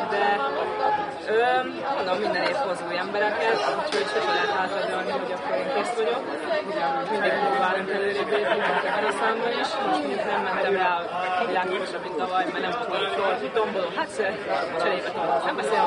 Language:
Hungarian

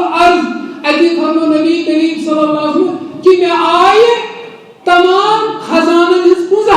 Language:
Kashmiri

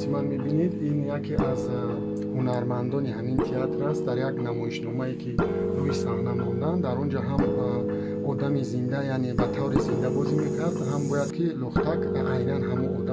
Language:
Tajik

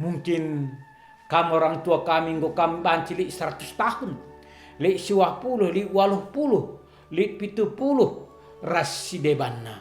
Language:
Batak Karo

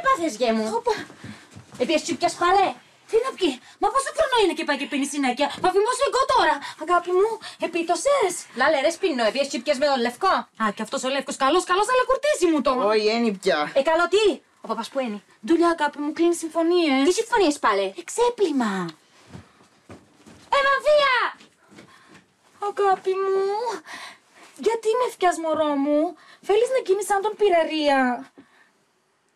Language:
Greek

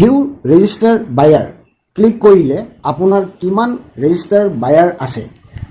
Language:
Assamese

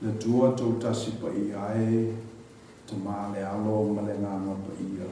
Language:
Samoan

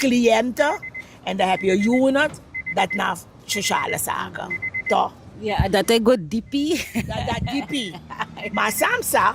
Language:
Sranan Tongo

